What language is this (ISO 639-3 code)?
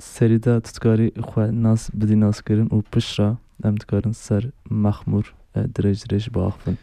kur